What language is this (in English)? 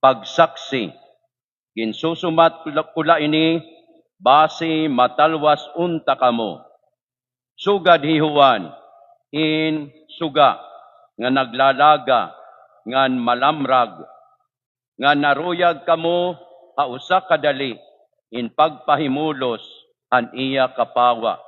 Waray